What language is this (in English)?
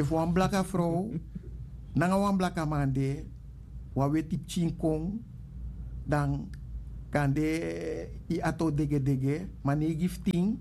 Sranan Tongo